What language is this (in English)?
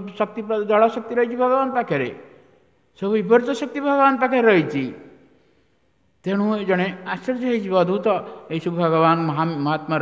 Odia